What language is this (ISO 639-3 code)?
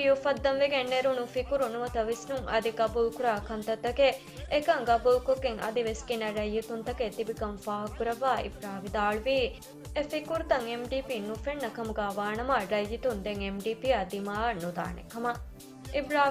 div